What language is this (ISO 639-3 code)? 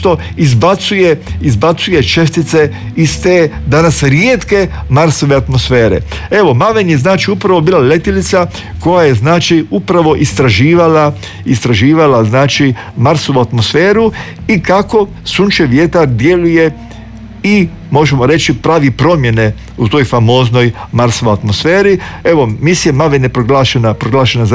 hrv